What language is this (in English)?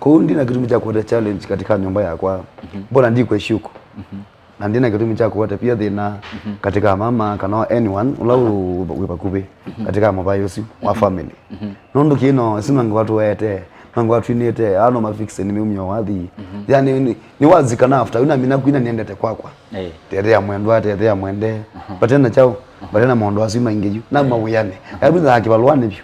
Kamba